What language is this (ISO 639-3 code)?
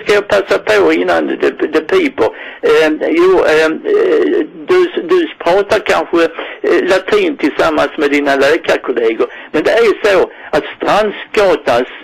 swe